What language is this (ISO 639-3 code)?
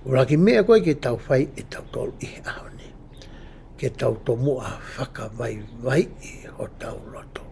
ton